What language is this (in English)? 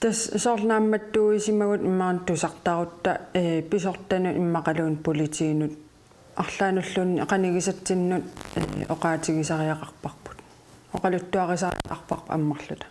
Kalaallisut